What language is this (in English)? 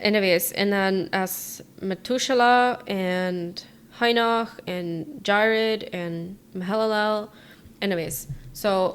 Plautdietsch